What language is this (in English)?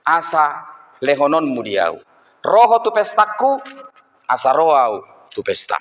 Batak Toba